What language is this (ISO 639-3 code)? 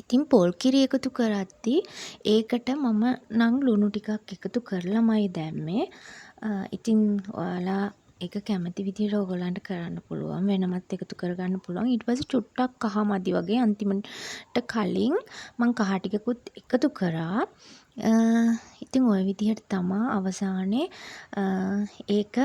sin